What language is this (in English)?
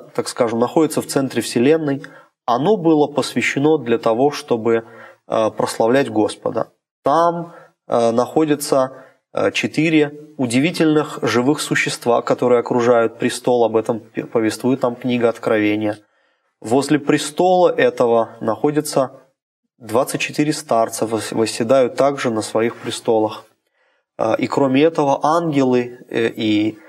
Russian